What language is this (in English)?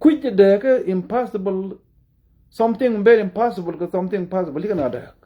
Nuer